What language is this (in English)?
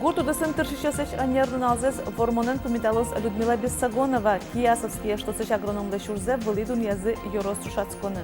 Udmurt